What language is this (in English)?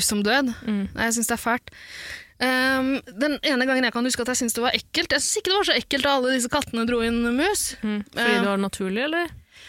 Norwegian